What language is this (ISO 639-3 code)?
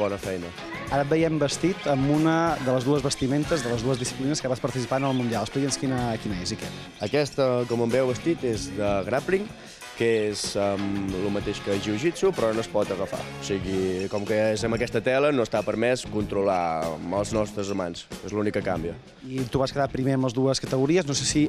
cat